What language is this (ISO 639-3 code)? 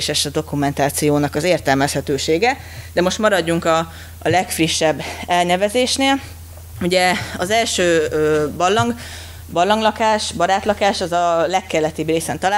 hun